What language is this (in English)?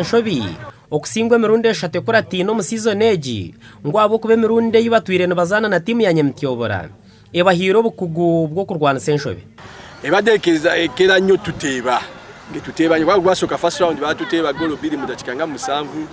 Nyankole